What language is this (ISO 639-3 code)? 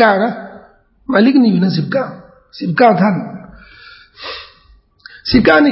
tha